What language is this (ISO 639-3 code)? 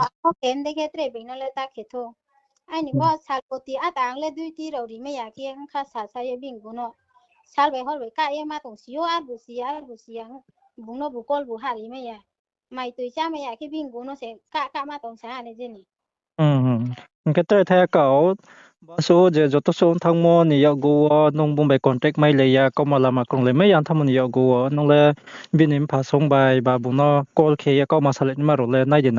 ria